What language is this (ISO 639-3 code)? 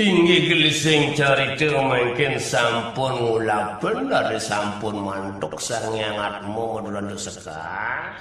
ban